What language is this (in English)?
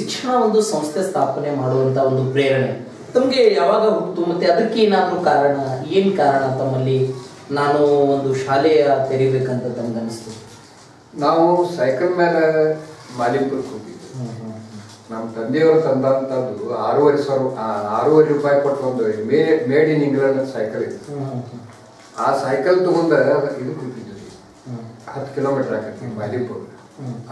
Kannada